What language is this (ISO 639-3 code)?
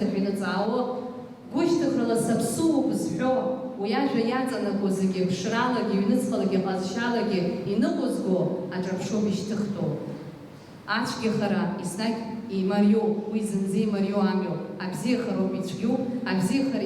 abk